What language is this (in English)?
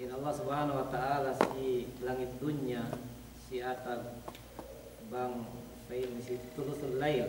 Yakan